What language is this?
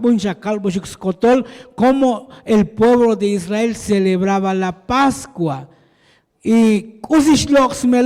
Tzotzil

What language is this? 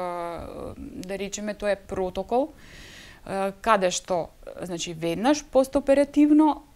Macedonian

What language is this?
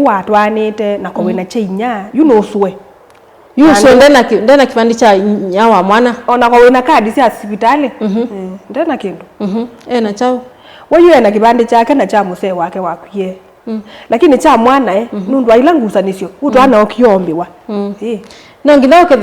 Kamba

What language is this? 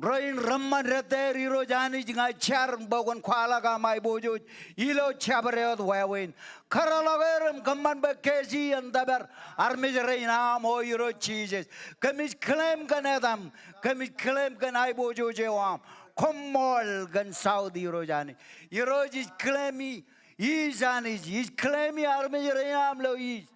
Marshallese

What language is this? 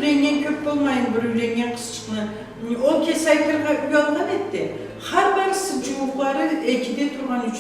Karachay-Balkar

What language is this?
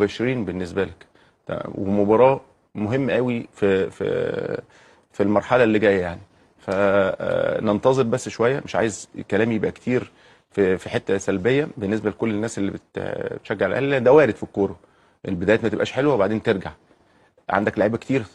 Egyptian Arabic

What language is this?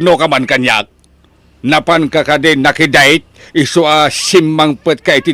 Iloko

